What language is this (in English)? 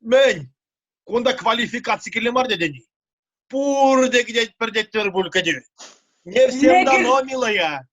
Chuvash